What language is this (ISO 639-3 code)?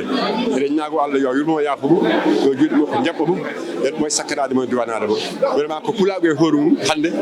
ful